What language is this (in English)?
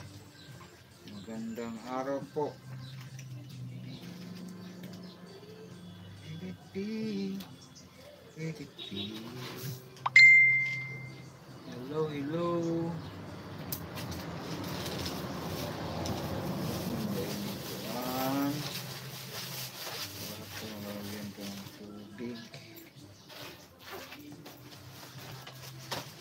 Filipino